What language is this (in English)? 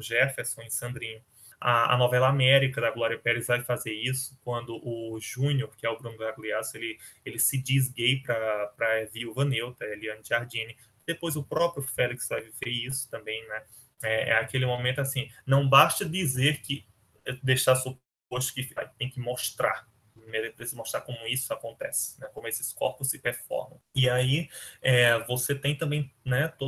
Portuguese